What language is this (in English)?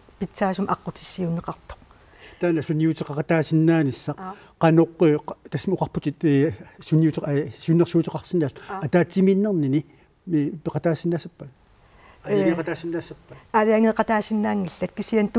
Kalaallisut